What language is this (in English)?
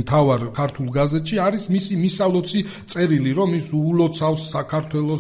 Georgian